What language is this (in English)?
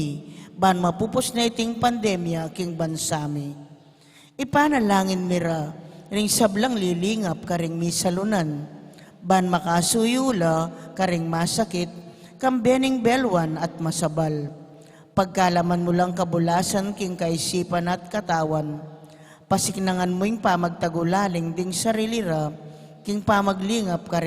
Pampanga